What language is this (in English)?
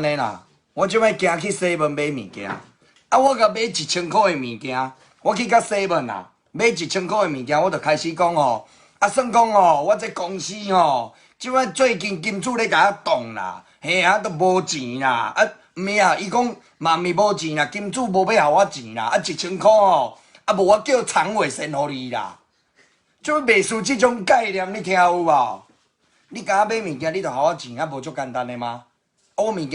Min Nan Chinese